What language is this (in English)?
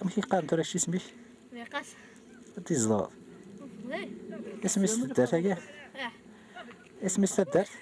Kabyle